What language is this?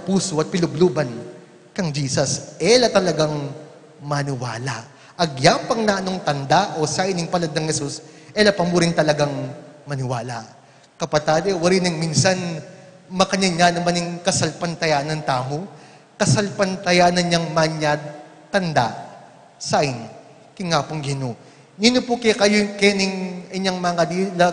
Pampanga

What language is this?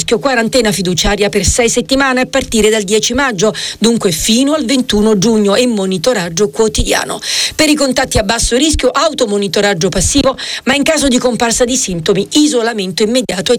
Italian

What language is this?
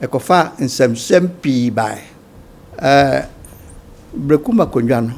Akan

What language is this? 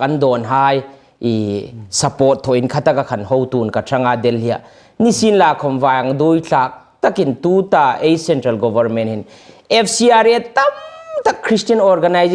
Hmar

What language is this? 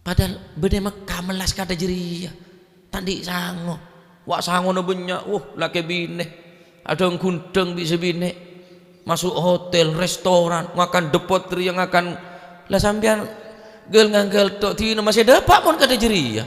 Madurese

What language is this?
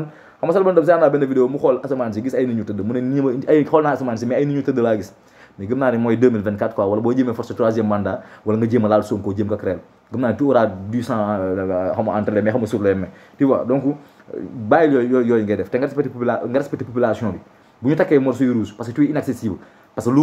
Wolof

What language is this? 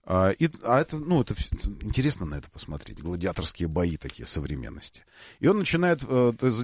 Russian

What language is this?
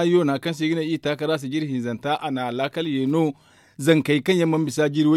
Zarma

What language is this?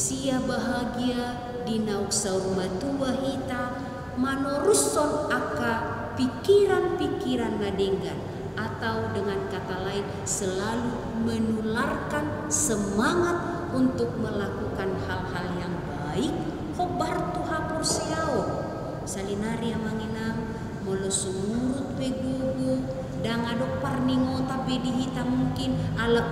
Batak Toba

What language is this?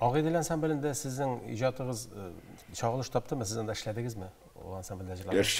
Tatar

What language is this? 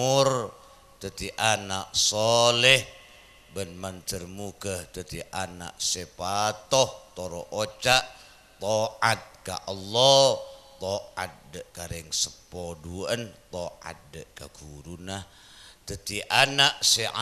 Madurese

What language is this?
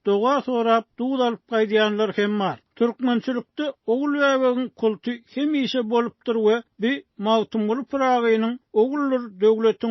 Turkmen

